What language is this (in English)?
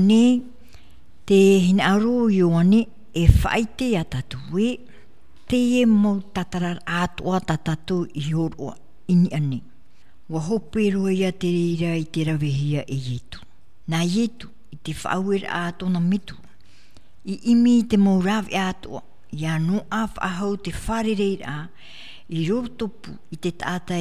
Tahitian